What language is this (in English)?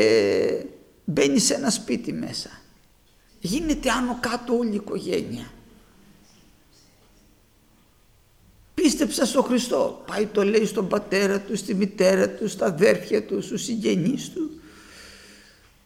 Greek